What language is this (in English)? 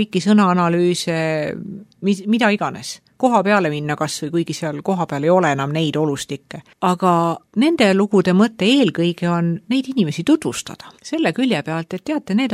Estonian